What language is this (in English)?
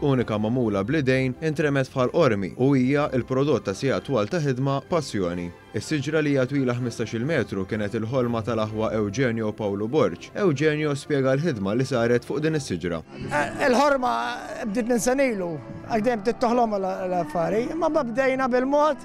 Maltese